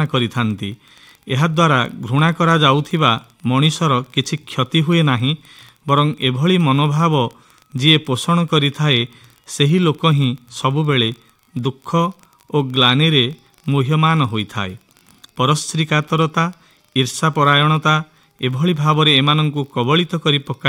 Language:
Odia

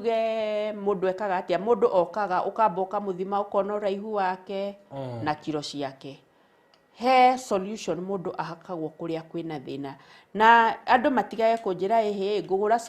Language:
Kikuyu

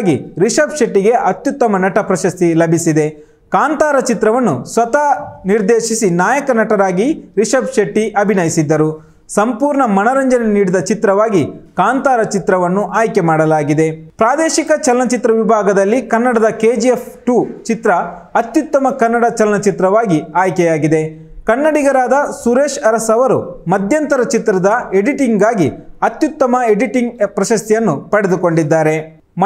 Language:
Kannada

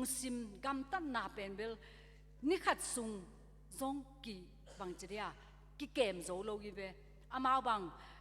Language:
Tedim Chin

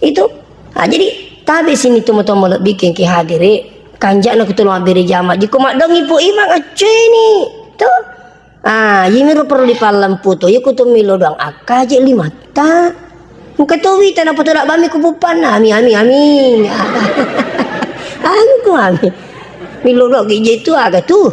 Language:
Buginese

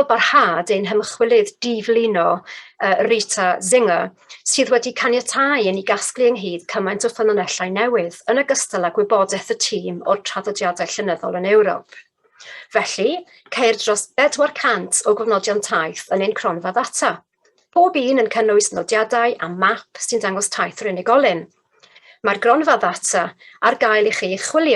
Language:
Welsh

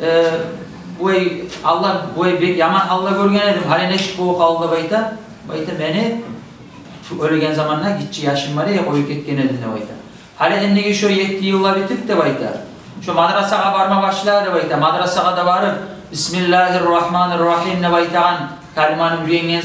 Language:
Kumyk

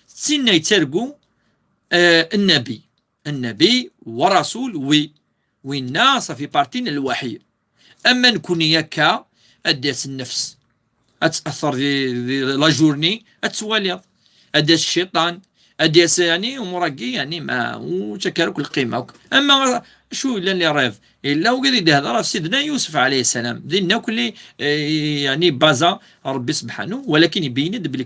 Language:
Kabyle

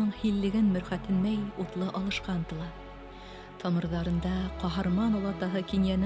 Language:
Bashkir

